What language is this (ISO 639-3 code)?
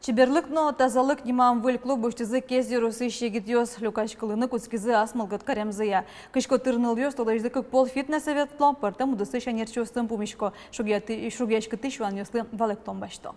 udm